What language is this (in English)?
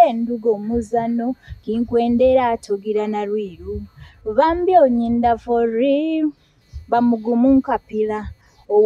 Nyoro